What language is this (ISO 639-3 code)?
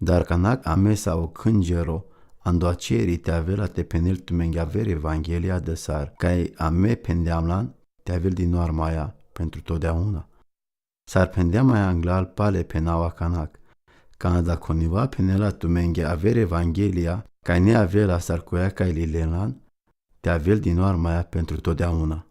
rom